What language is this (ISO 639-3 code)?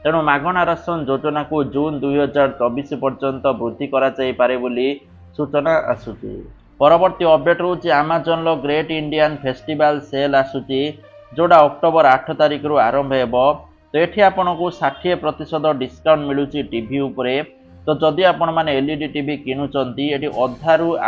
ori